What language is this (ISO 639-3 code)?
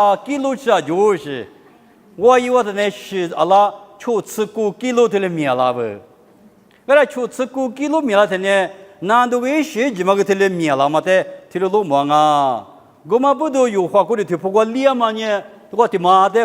lis